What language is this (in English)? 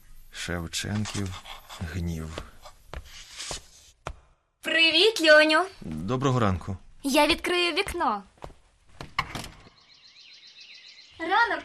Ukrainian